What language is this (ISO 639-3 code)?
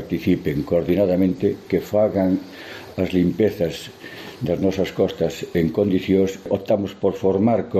glg